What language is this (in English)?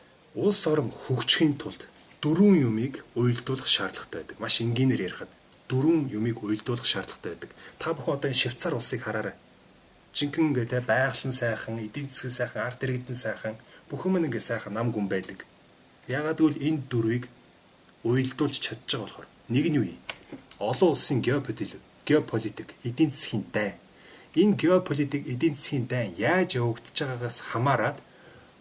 Mongolian